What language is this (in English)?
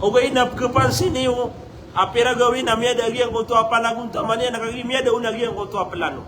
Maranao